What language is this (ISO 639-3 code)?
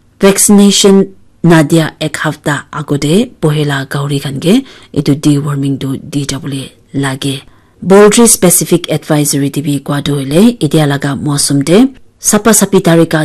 nag